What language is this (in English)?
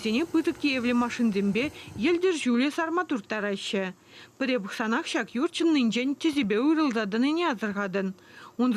Chuvash